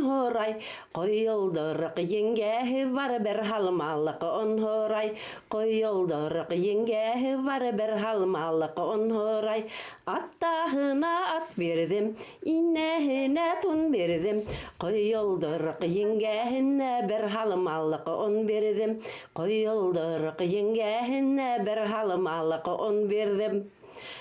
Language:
Bashkir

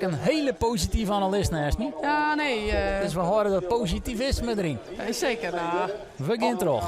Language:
Western Frisian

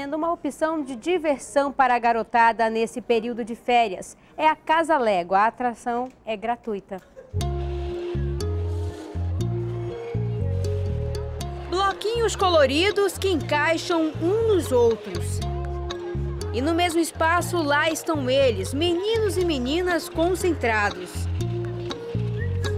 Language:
Portuguese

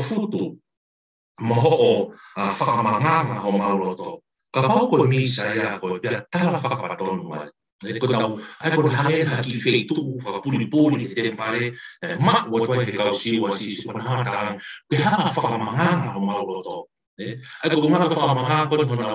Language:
Tongan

